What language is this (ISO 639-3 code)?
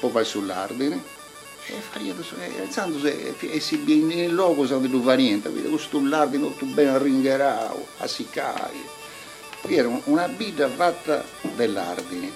srd